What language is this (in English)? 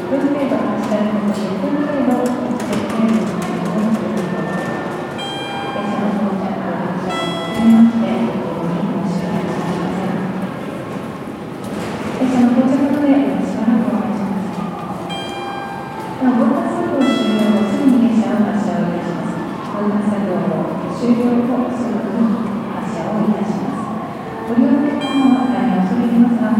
Japanese